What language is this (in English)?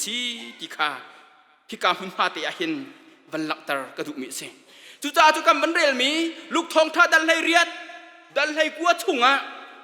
Hakha Chin